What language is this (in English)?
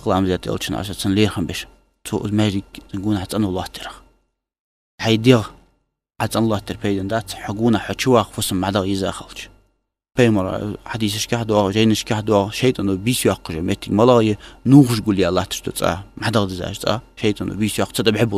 Ingush